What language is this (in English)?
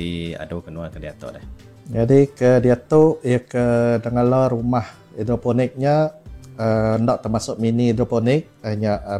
Iban